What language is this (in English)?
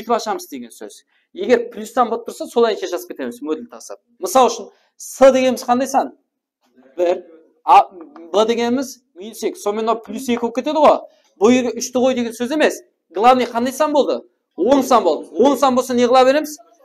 Kara-Kalpak